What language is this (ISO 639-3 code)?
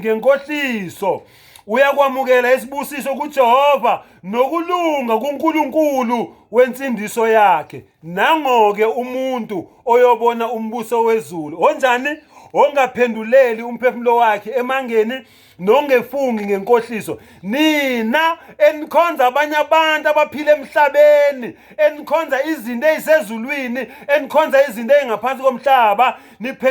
zul